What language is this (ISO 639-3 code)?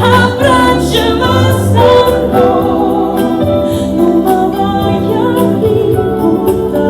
nap